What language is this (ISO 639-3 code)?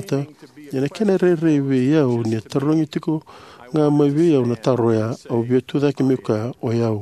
fij